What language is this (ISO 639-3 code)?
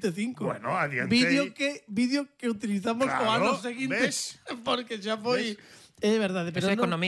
glg